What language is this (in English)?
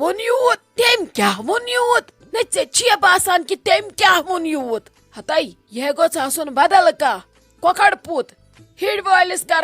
Kashmiri